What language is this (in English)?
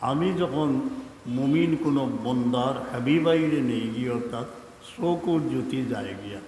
Sylheti